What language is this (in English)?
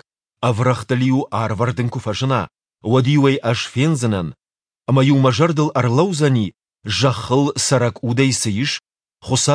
Ossetic